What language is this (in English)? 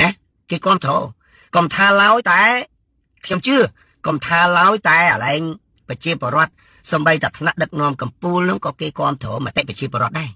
Khmer